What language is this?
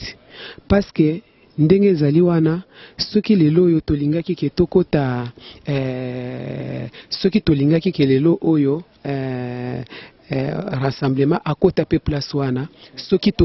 Lingala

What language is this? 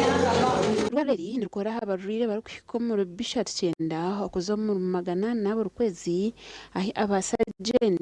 Nyankole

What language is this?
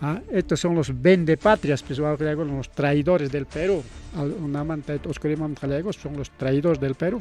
Ayacucho Quechua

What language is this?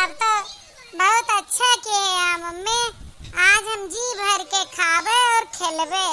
Awadhi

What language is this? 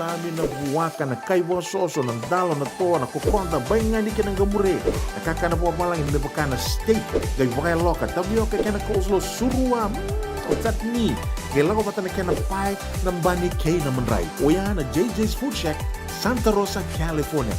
Fijian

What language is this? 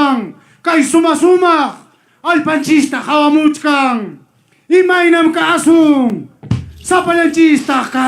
Ayacucho Quechua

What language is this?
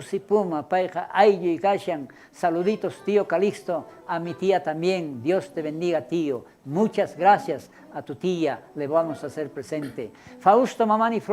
South Bolivian Quechua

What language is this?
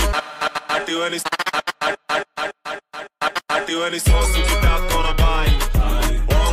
Swahili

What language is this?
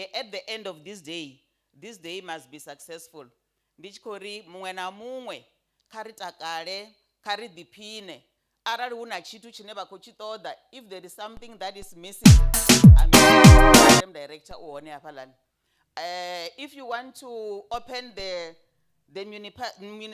Venda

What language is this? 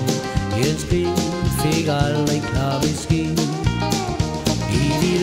Danish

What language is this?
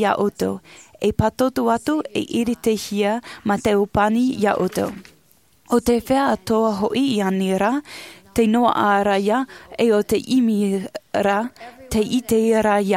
Tahitian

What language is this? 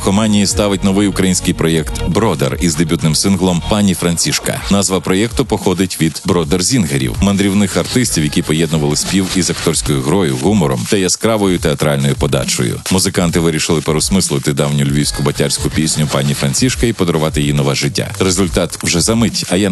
Ukrainian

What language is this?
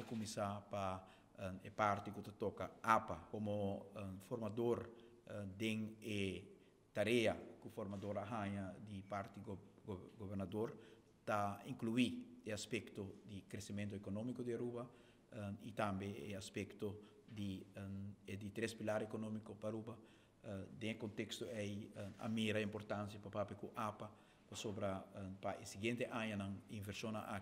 Papiamento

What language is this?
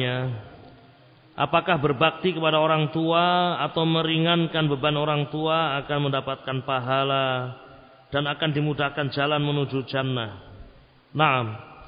Indonesian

